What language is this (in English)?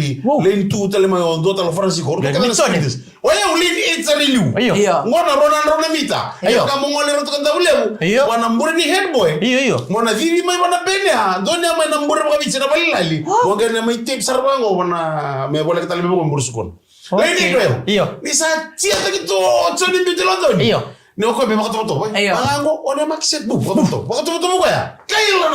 Fijian